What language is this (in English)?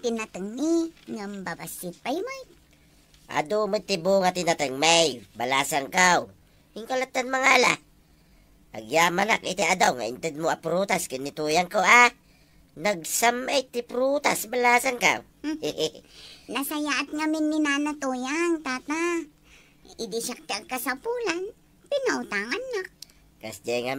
Iloko